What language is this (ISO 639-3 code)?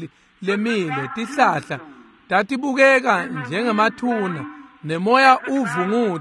ssw